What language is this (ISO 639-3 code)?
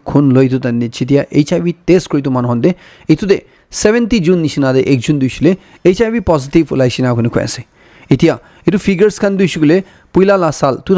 nag